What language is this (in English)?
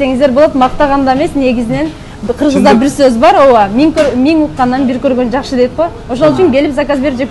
Kyrgyz